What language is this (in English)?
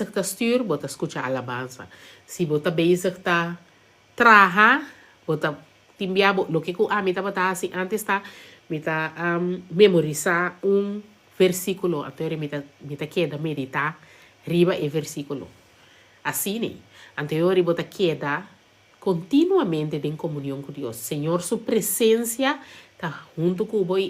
Papiamento